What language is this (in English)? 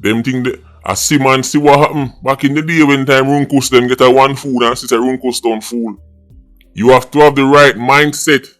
Jamaican Creole English